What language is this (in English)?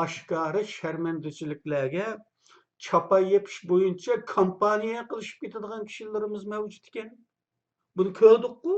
Uyghur